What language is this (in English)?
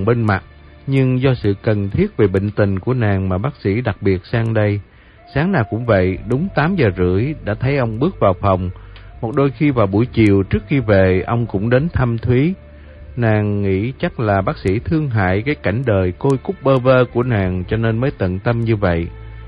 Vietnamese